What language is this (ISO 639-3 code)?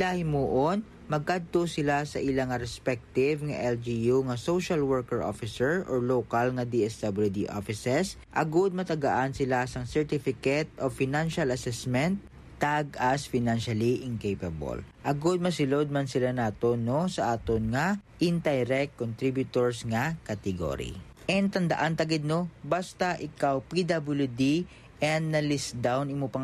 hil